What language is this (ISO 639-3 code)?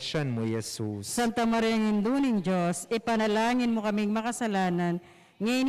pam